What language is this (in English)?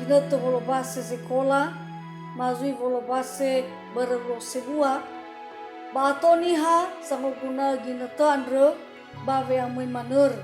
Nias